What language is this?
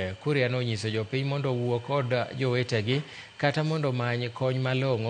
Luo (Kenya and Tanzania)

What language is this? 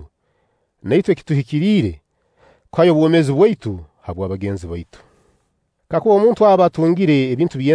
Nyoro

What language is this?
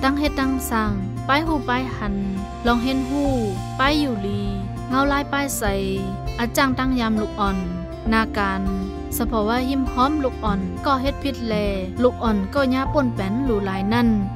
Shan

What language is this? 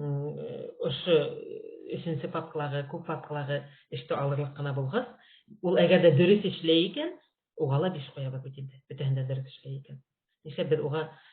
Bashkir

